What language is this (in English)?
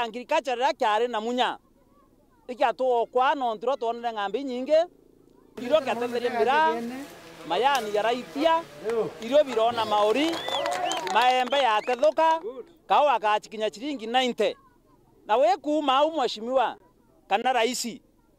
Meru